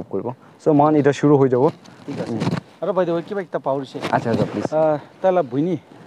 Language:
Naga Pidgin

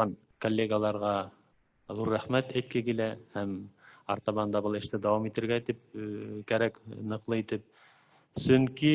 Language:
Bashkir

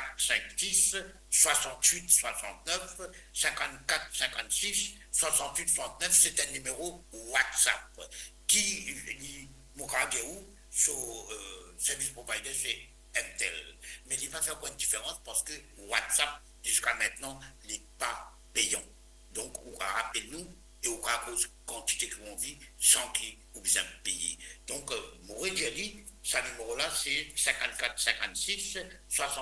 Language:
Morisyen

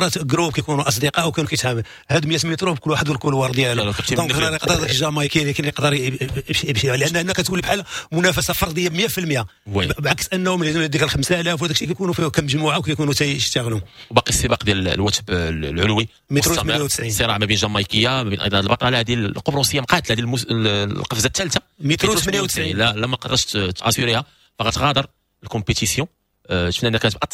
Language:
Moroccan Arabic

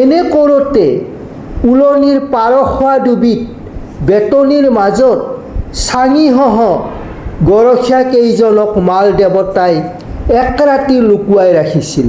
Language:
Assamese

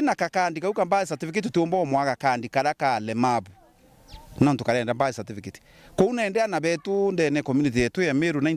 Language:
Meru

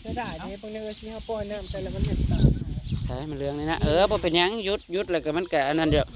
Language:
Northeastern Thai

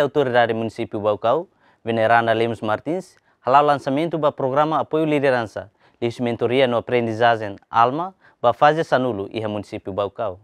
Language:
Tetum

